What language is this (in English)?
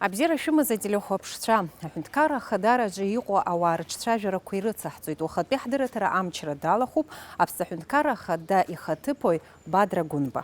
Abkhazian